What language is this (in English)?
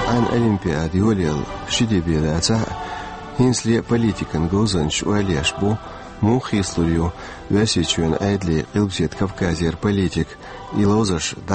Chechen